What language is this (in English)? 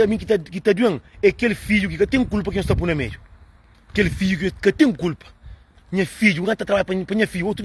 Kabuverdianu